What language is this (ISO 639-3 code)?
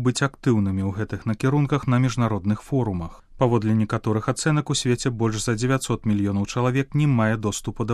bel